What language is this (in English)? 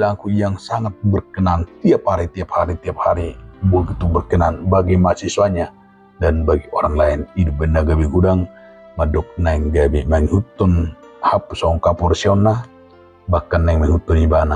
Batak Toba